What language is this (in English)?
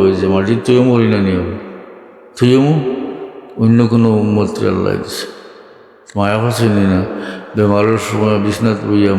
Sylheti